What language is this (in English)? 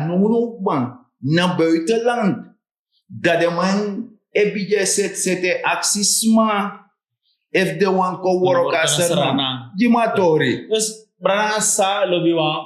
Sranan Tongo